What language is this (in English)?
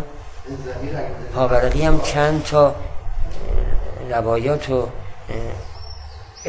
Persian